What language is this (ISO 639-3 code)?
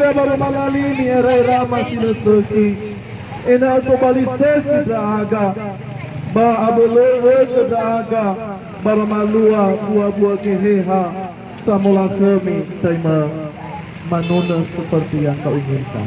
nia